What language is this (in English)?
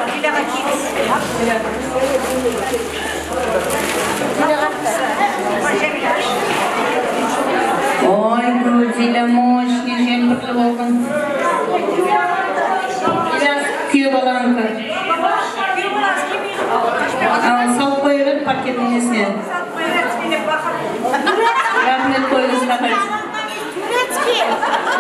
Kara-Kalpak